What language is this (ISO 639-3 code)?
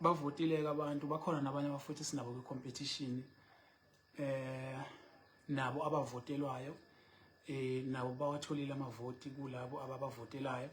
zul